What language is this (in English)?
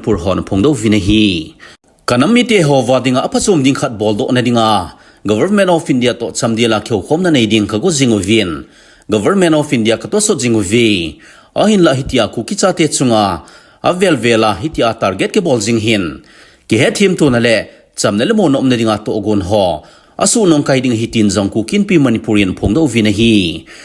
Thado Chin